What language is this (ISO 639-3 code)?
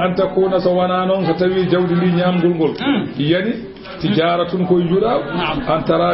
ful